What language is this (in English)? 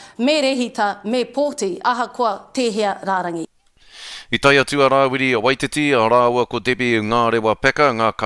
Māori